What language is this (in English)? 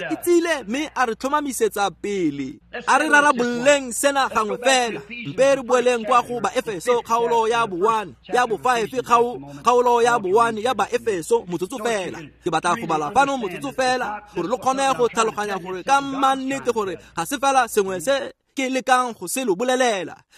Tswana